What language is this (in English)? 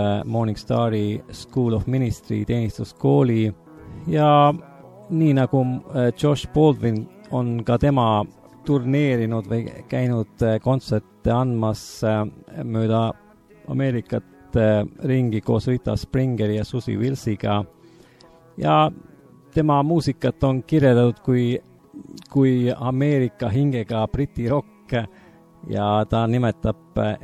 Estonian